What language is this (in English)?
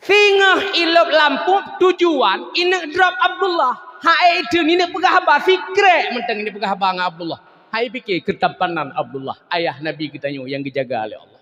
Achinese